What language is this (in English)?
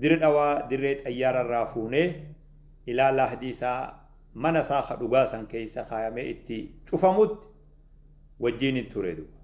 Oromo